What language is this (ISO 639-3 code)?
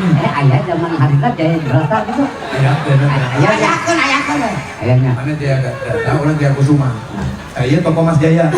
sun